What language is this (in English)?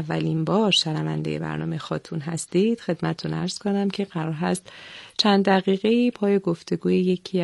Persian